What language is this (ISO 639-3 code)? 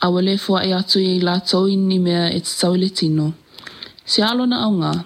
smo